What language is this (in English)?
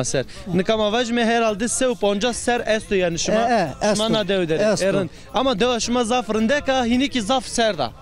Zaza